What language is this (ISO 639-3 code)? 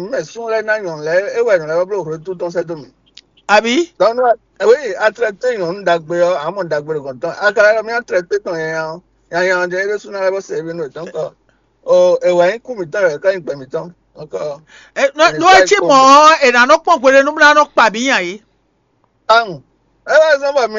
fon